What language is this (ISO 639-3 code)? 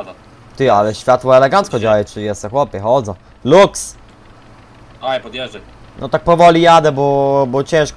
pol